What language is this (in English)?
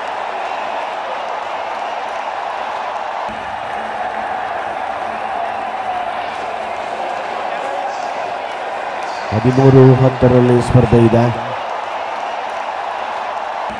Kannada